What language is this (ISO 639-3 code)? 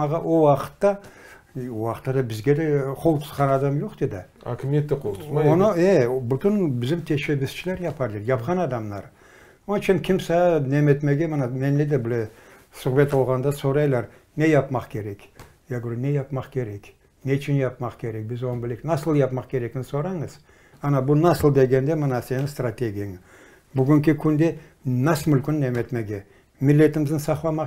crh